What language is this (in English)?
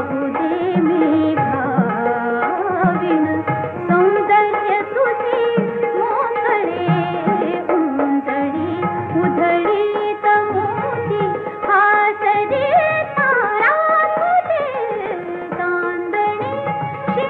Marathi